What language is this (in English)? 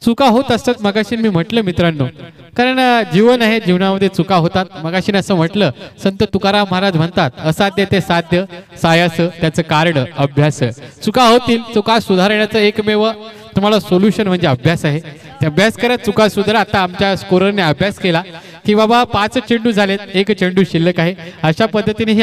Marathi